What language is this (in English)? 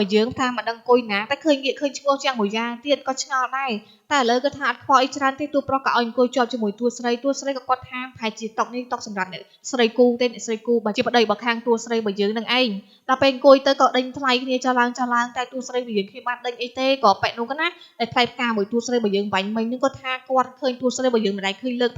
Khmer